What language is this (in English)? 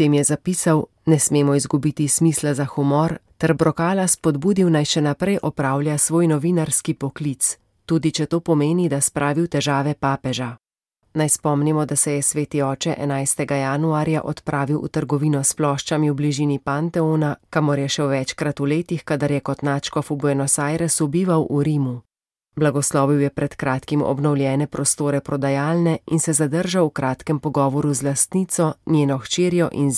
Slovenian